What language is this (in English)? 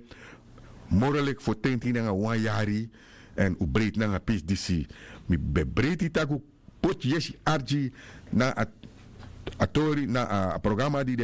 Sranan Tongo